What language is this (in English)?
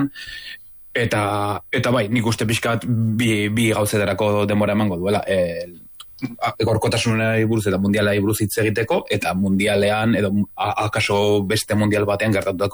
Basque